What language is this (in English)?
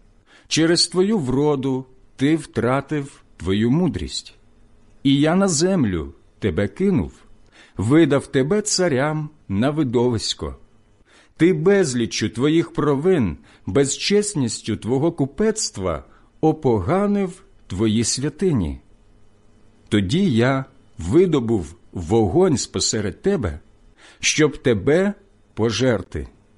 Ukrainian